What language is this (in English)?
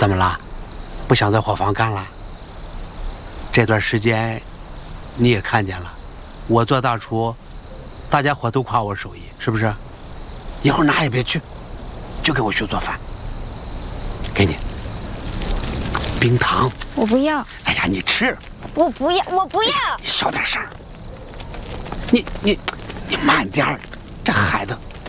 Chinese